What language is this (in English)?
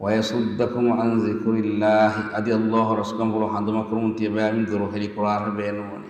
Divehi